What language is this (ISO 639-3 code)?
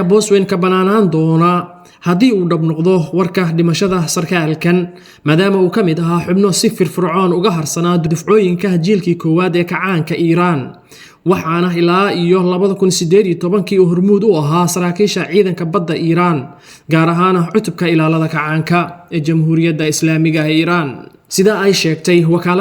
som